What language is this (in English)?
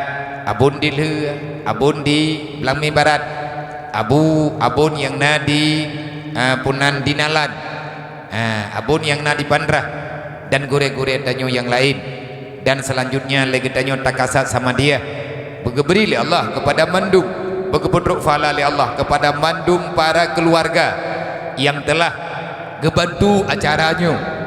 Achinese